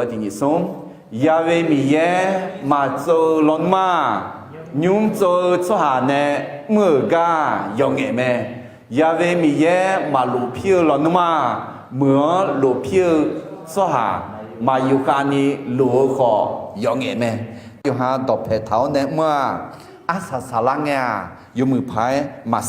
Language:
Akha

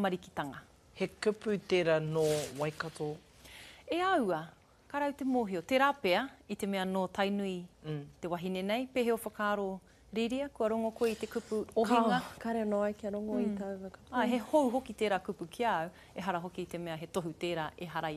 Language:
Māori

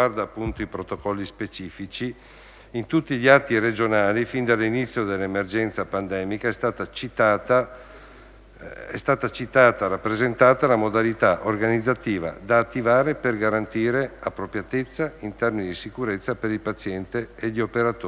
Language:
Italian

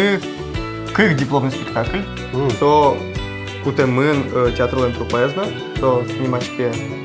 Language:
Udmurt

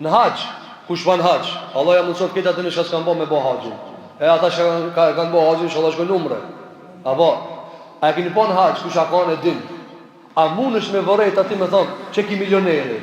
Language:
Albanian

